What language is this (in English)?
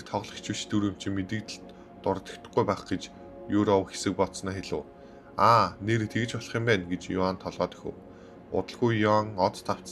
Mongolian